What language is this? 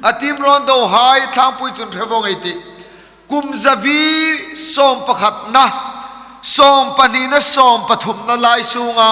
Hmar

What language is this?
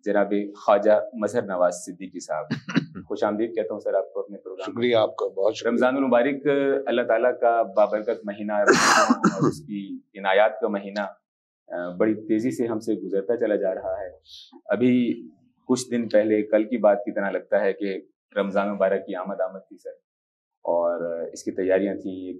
Urdu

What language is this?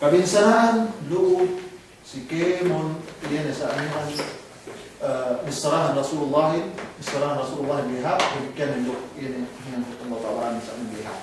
Yakan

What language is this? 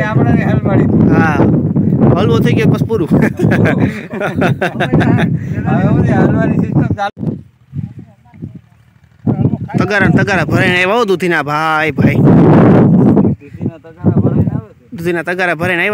Gujarati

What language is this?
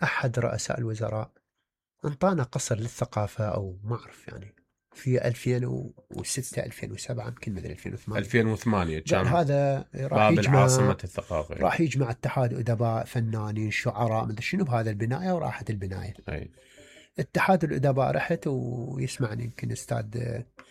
Mesopotamian Arabic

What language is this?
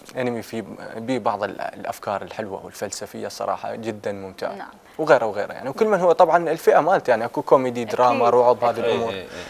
Mesopotamian Arabic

